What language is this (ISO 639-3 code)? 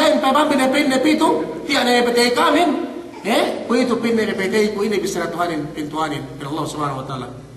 yka